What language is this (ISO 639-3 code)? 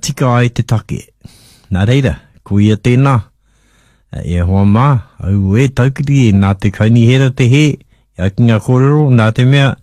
mri